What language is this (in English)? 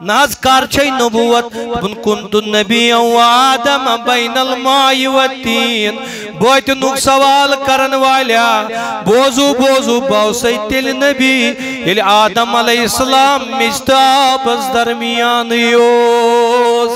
Kashmiri